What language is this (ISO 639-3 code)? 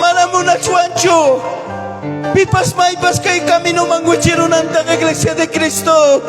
quy